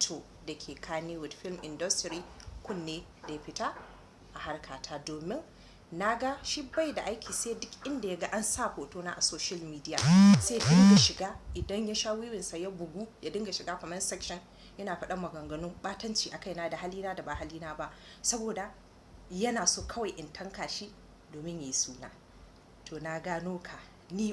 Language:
Hausa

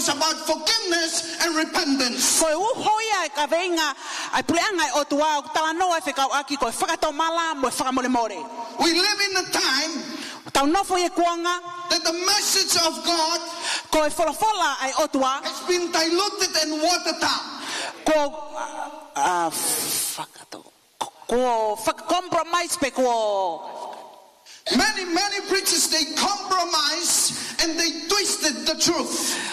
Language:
Tongan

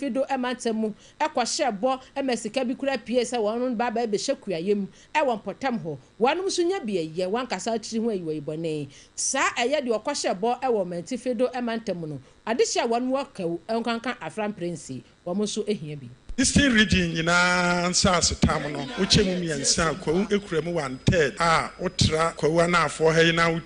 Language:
Akan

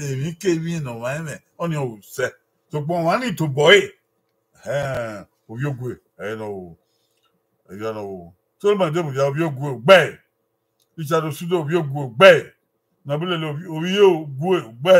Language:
Bini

